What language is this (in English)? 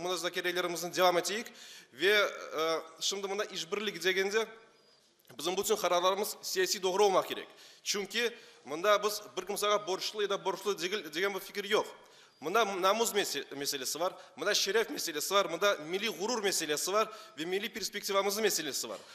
Crimean Tatar